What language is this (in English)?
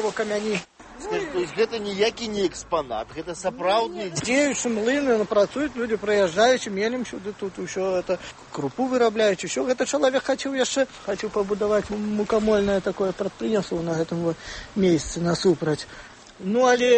Belarusian